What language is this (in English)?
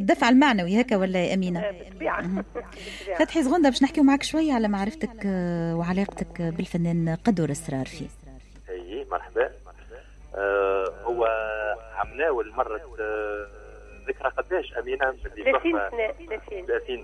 Tunisian Arabic